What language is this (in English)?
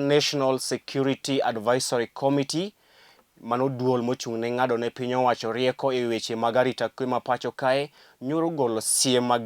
Luo (Kenya and Tanzania)